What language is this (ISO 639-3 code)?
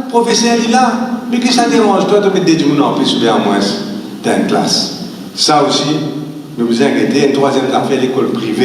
mfe